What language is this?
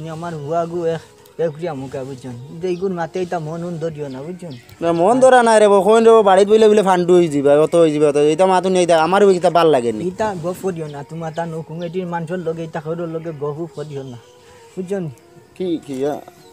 Sylheti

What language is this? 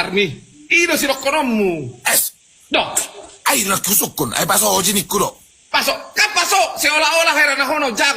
Batak Toba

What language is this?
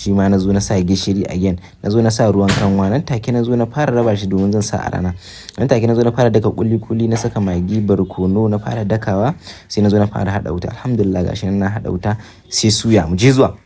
Hausa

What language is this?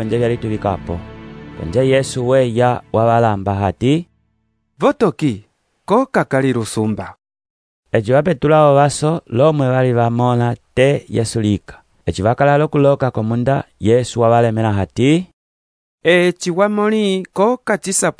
Umbundu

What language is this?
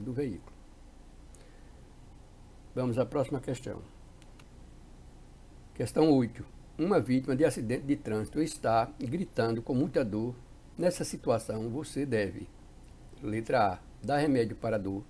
Portuguese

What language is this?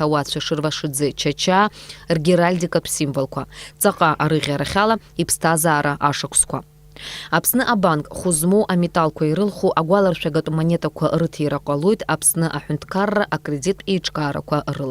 Abkhazian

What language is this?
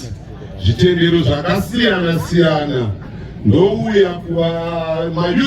Shona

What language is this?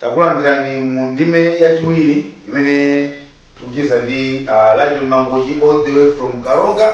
Nyanja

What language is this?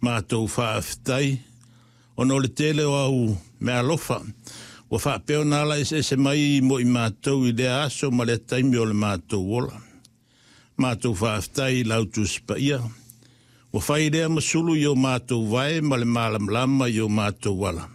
Samoan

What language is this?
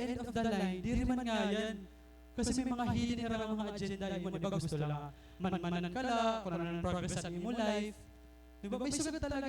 Waray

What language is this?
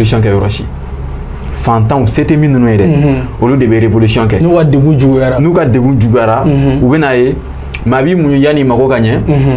Bambara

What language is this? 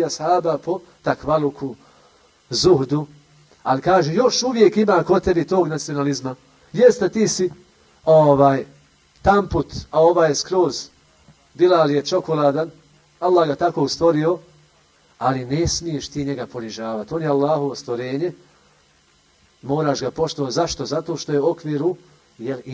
Bosnian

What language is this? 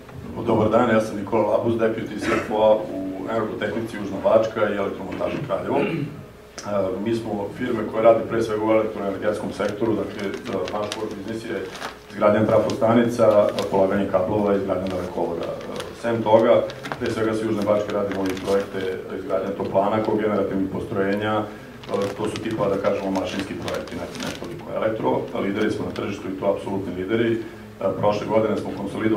Serbian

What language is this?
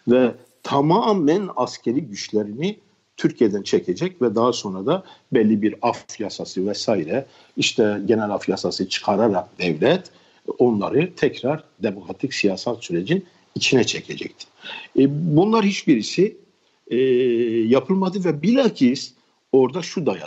Turkish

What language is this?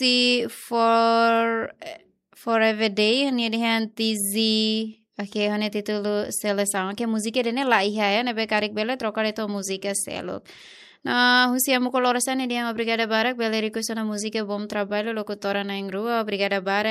Tetum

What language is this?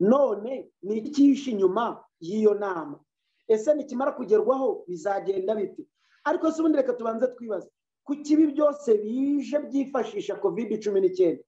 Kinyarwanda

